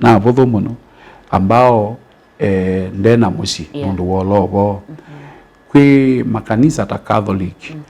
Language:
Kamba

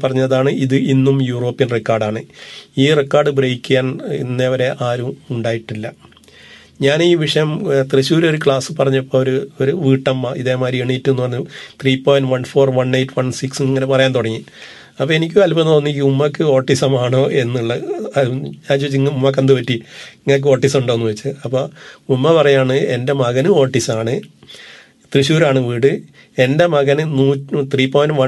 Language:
Malayalam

